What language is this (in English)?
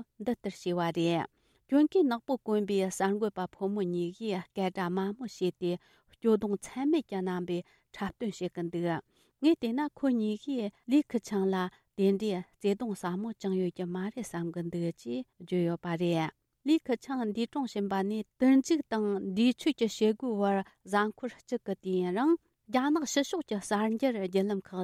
Tibetan